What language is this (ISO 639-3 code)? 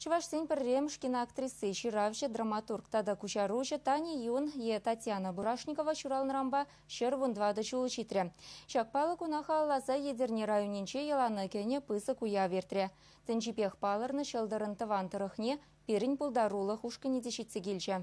chv